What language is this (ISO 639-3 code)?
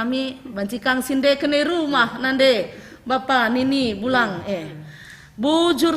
btx